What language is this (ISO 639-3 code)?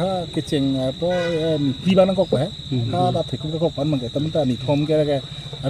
mjw